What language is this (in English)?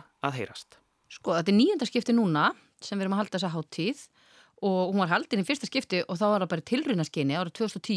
Icelandic